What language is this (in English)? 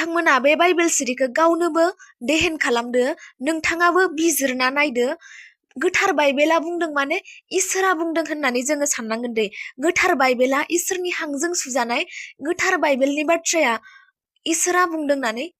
Bodo